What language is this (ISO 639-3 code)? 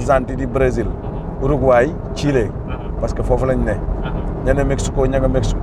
wol